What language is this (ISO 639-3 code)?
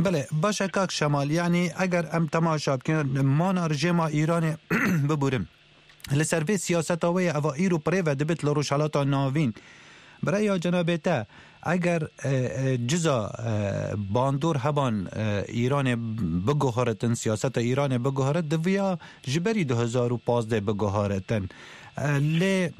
kur